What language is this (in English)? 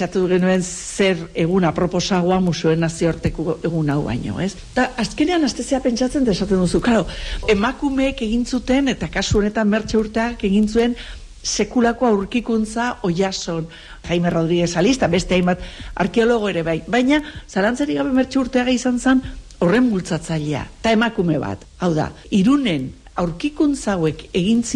Basque